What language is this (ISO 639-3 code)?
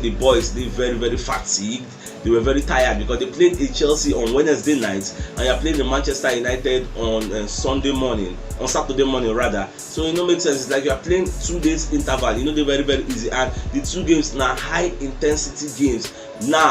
pcm